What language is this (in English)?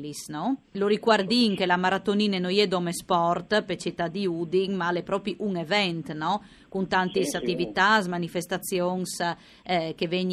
Friulian